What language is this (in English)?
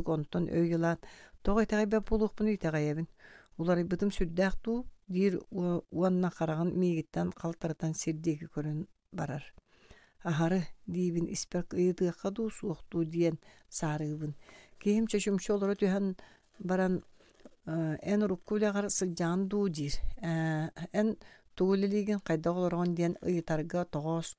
Yakut